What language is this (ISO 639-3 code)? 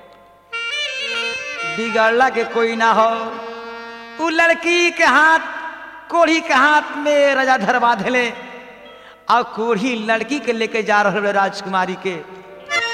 bho